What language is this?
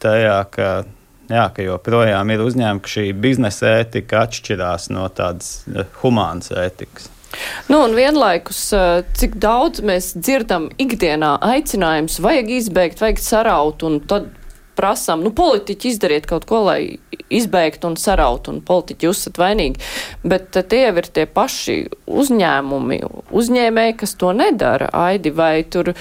Latvian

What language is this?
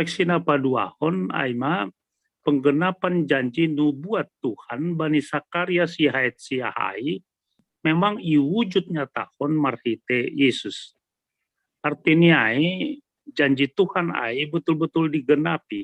Batak Simalungun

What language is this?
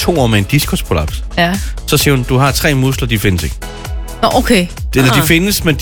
Danish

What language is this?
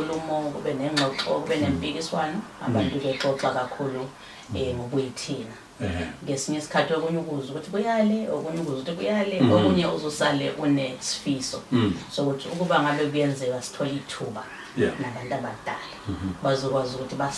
Zulu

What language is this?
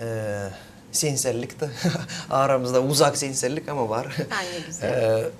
Gagauz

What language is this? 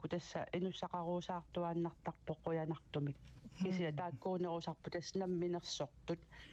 Kalaallisut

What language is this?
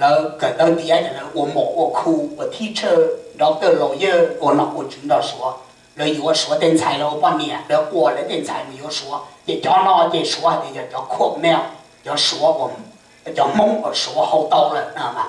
Hmong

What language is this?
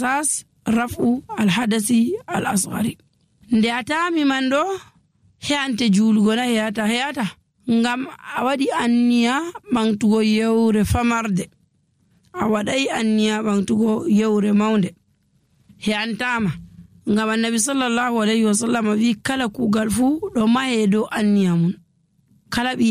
Nigerian Fulfulde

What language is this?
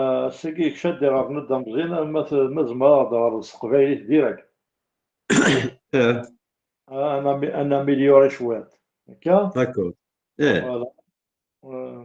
Kabyle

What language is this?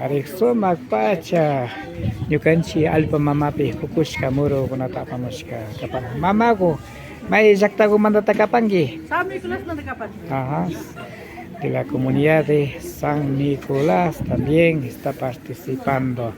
Imbabura Highland Quichua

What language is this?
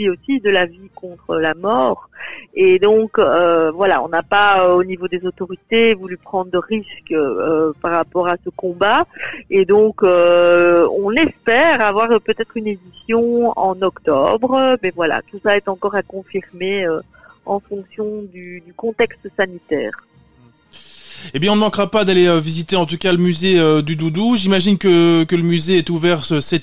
French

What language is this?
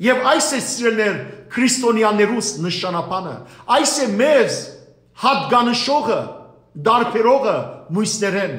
Western Armenian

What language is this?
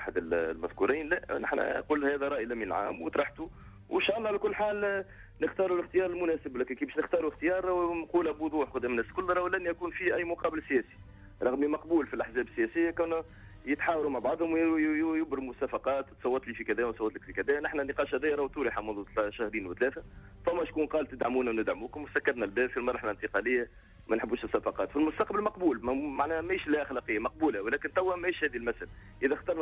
Tunisian Arabic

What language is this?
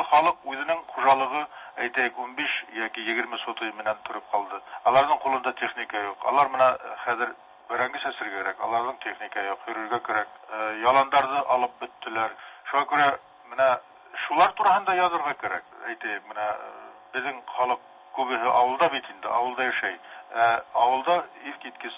Tatar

